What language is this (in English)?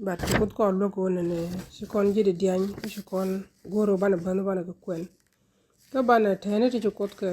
Nuer